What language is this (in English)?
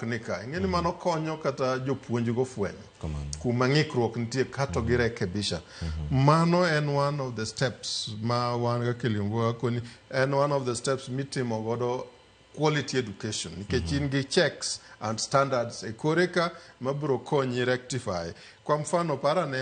Luo (Kenya and Tanzania)